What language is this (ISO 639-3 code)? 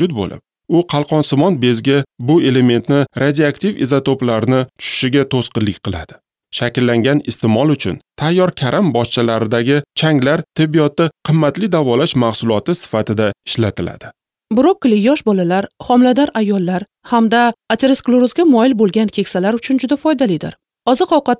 uzb